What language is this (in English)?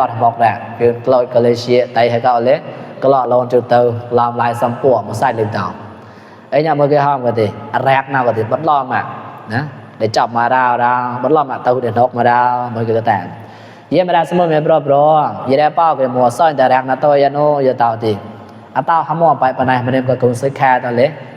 Mon